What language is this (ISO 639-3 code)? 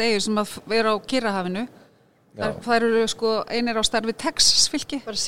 isl